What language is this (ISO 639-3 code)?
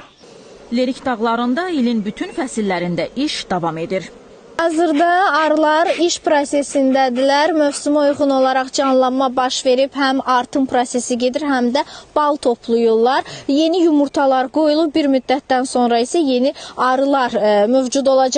aze